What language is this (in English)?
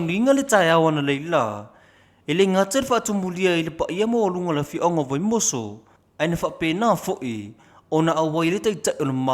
Samoan